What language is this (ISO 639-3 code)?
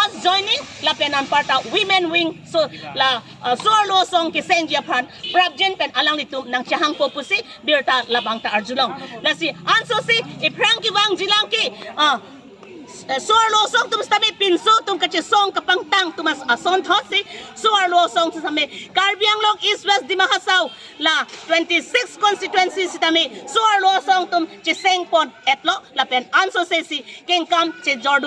mjw